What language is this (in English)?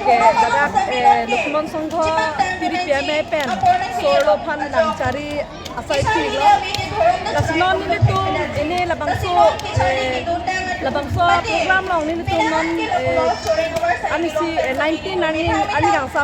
Karbi